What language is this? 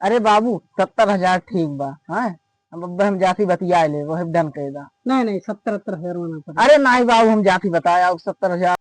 Awadhi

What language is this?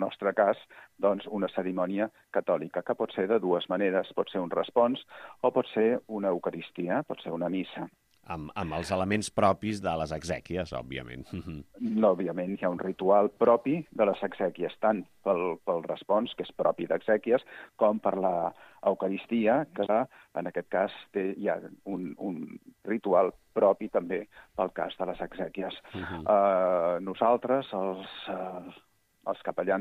Catalan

